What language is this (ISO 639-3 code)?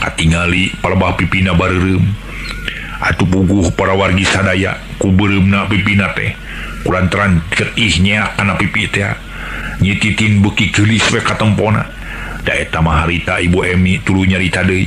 sun